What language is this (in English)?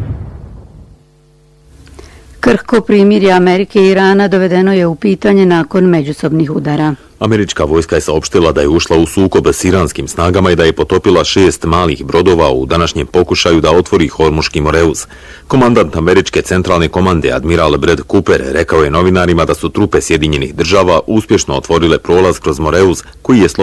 Bosnian